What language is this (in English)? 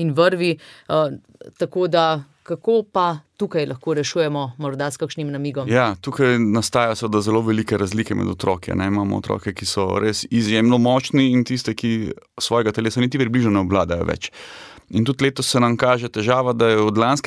Slovenian